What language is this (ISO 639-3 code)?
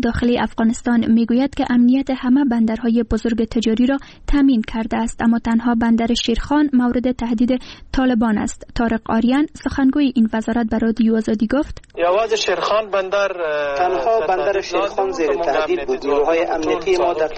fas